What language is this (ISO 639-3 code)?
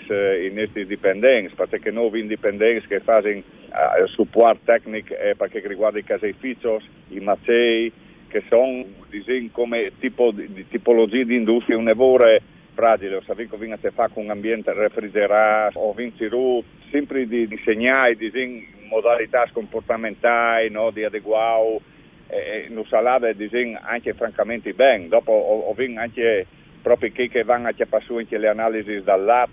fur